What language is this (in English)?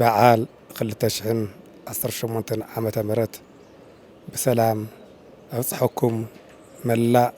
Tigrinya